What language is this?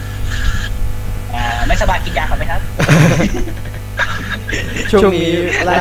Thai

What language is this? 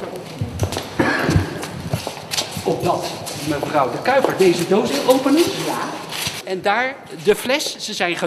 Dutch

